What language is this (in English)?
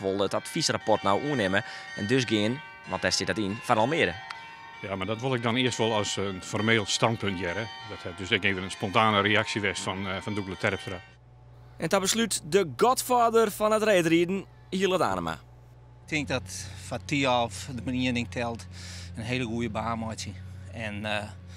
Western Frisian